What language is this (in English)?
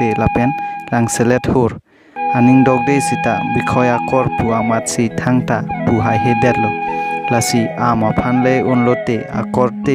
Karbi